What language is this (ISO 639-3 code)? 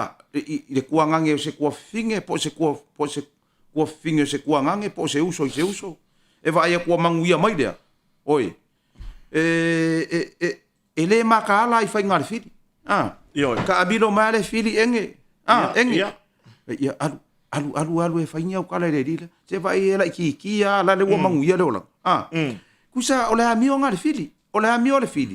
smo